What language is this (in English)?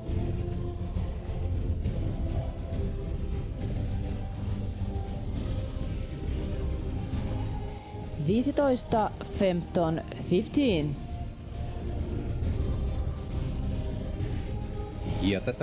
Finnish